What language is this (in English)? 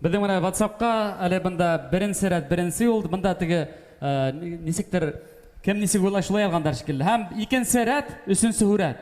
Bashkir